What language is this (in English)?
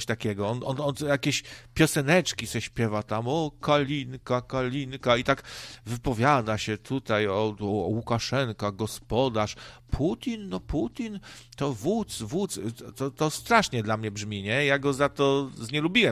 Polish